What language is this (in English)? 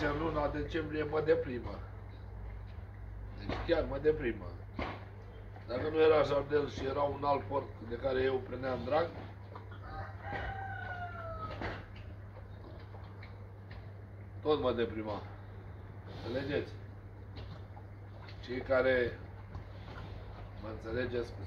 Romanian